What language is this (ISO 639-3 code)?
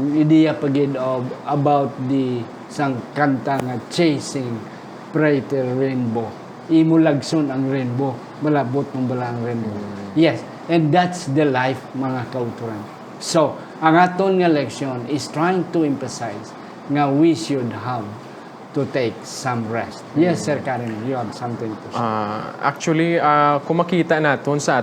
hil